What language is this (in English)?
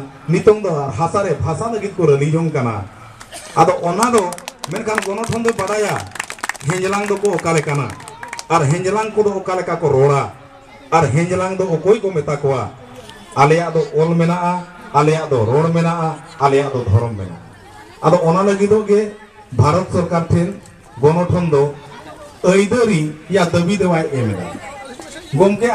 Santali